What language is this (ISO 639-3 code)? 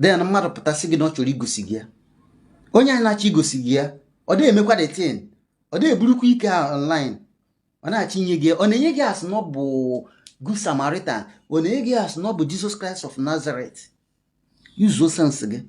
ibo